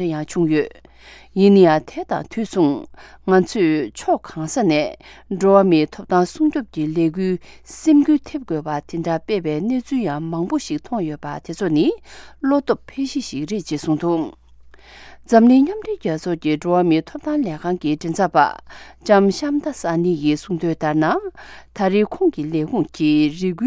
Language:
Tibetan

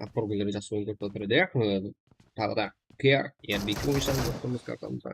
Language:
Kara-Kalpak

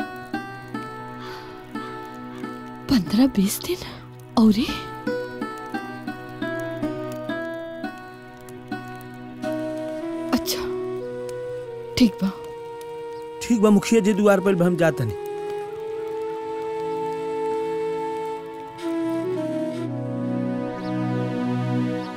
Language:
Bhojpuri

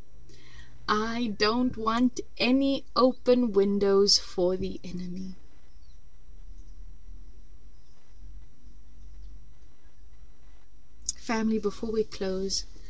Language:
Afrikaans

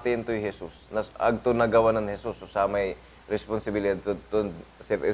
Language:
Pangasinan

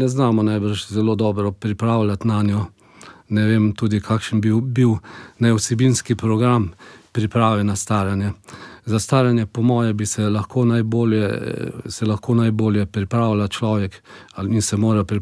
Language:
Slovenian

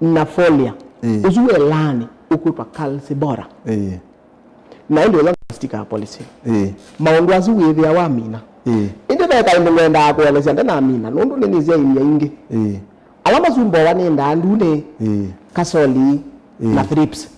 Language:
Kamba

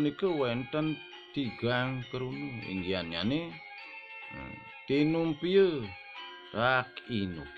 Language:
Balinese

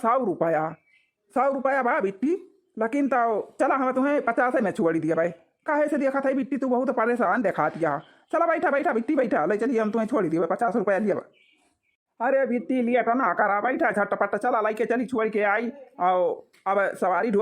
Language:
Awadhi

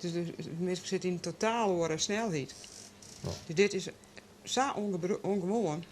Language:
Western Frisian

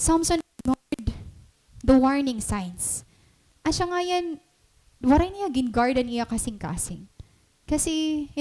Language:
Waray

